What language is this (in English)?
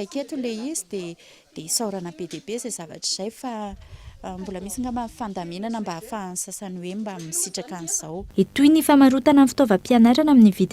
Malagasy